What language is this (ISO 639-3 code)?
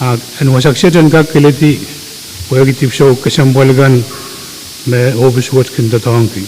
pon